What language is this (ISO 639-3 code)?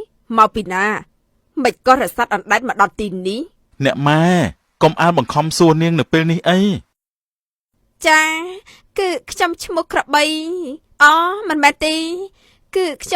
khm